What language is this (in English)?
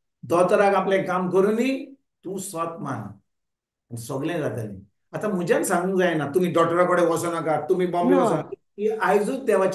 Konkani